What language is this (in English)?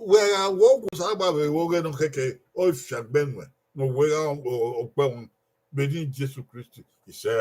Bini